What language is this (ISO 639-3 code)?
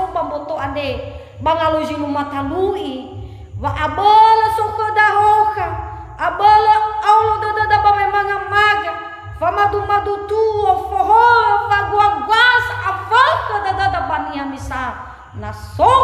nia